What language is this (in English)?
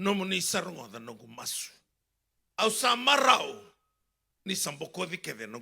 Fijian